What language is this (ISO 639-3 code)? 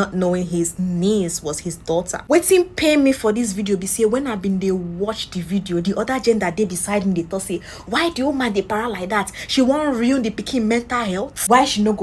pcm